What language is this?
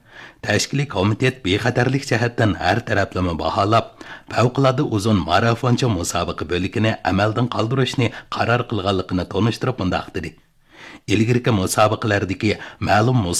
Uyghur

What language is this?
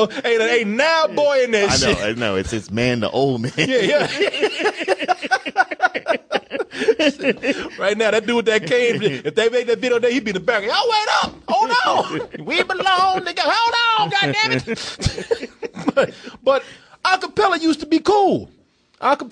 English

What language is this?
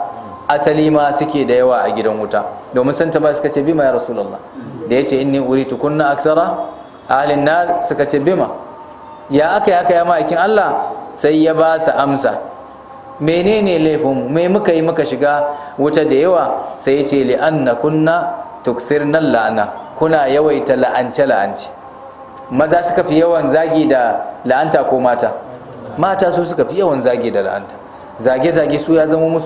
Hausa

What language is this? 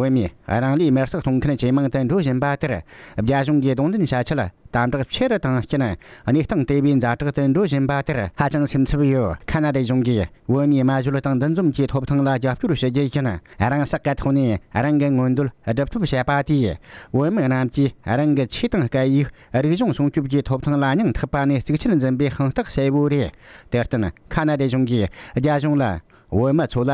Tibetan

